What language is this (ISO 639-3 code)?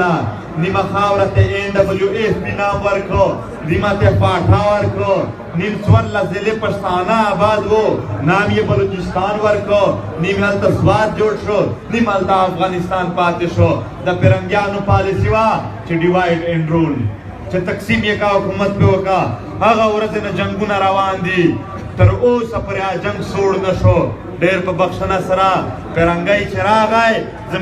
pus